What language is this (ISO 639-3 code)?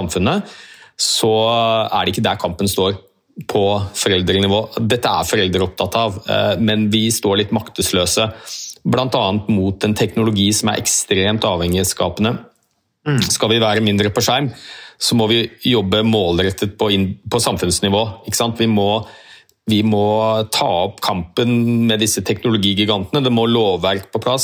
nor